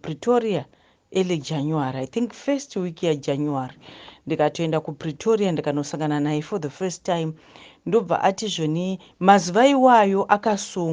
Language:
Shona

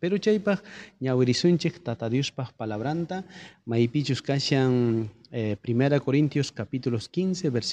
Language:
South Bolivian Quechua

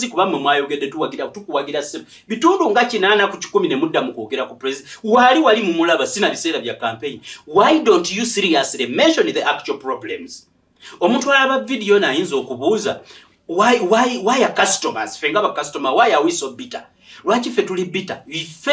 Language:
Ganda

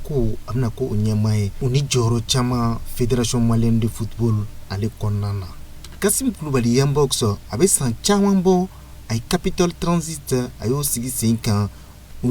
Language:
Bambara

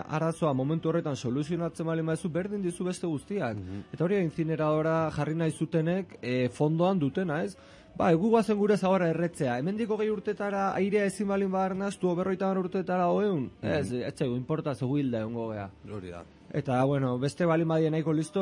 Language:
Basque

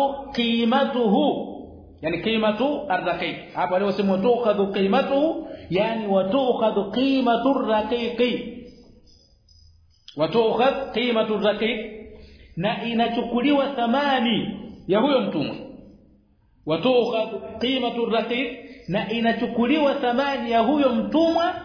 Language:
Swahili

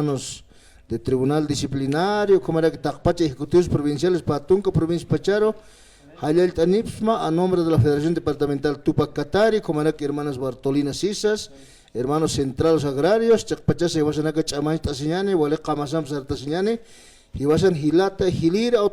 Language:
Aymara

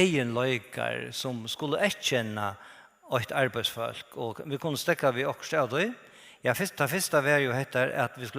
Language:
Faroese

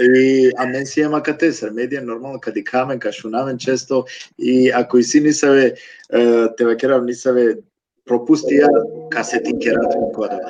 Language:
Balkan Romani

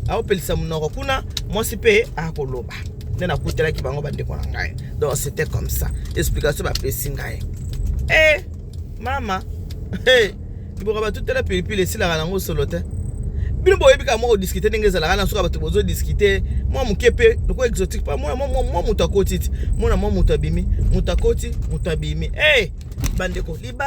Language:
Lingala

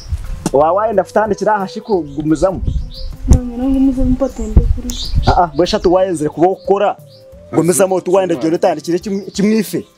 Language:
Kinyarwanda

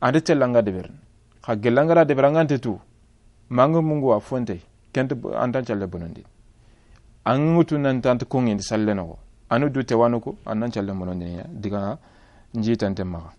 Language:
Soninke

